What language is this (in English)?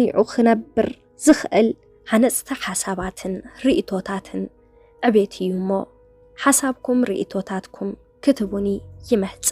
Tigrinya